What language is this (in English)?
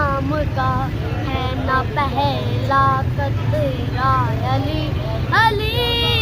Pahari-Potwari